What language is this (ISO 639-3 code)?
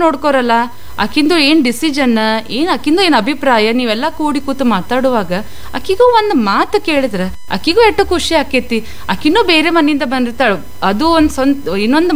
kan